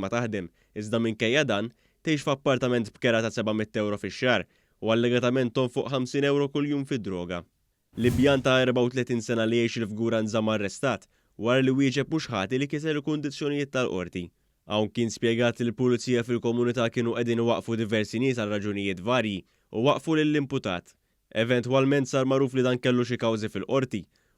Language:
Maltese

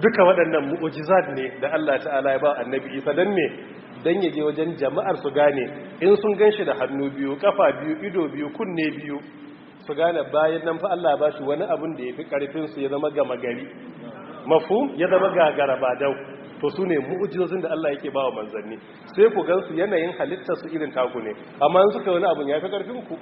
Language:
Hausa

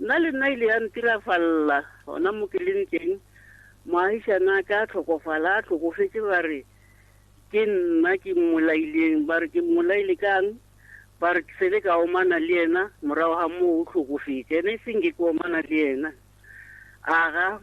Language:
Northern Sotho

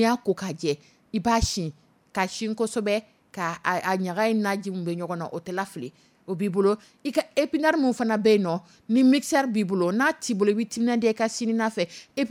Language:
Dyula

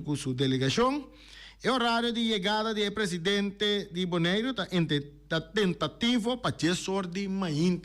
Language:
Papiamento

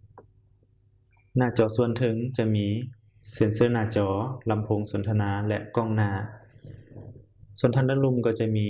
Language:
Lao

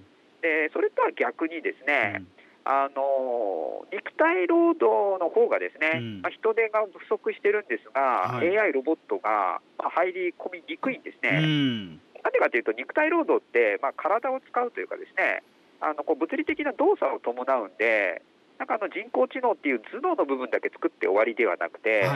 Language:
Japanese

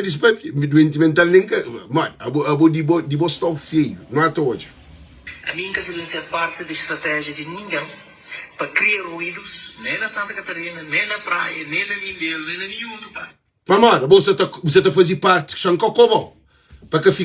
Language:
Kabuverdianu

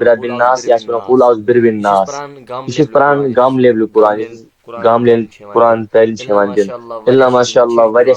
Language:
Kashmiri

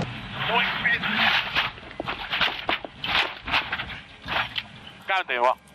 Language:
Finnish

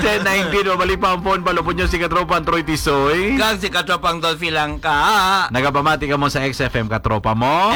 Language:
Hiligaynon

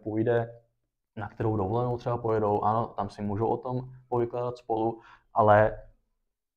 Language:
Czech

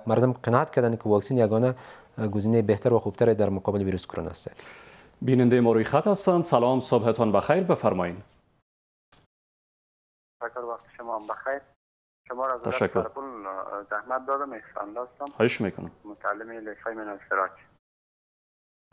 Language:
Persian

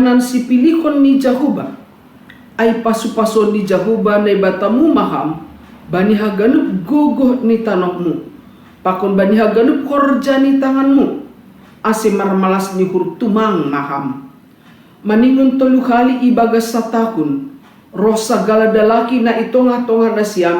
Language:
Batak Simalungun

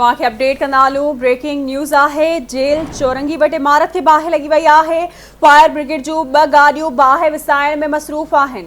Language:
Sindhi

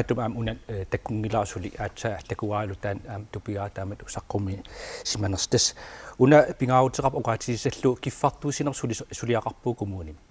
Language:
Kalaallisut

